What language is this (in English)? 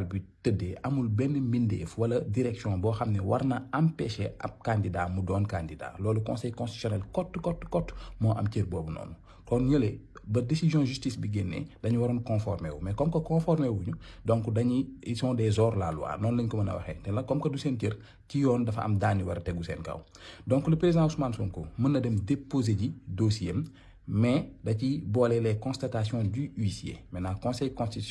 Wolof